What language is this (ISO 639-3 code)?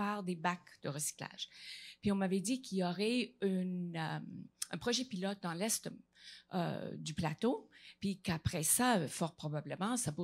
fra